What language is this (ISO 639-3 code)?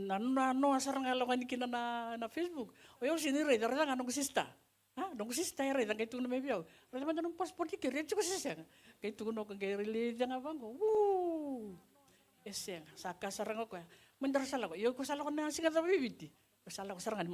fij